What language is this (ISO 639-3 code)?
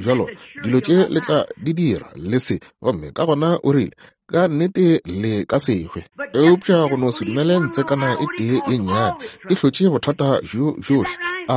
nso